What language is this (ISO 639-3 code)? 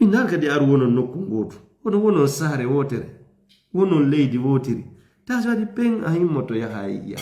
ful